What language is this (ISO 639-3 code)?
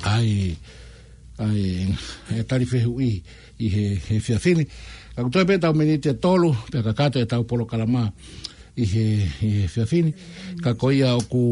ton